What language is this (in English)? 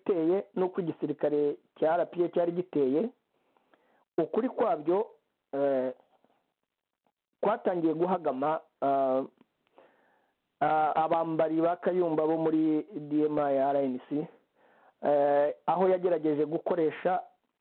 Kinyarwanda